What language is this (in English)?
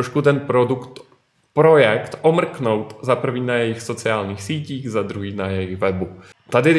Czech